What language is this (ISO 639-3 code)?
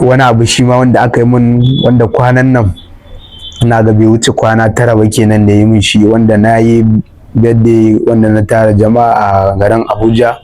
hau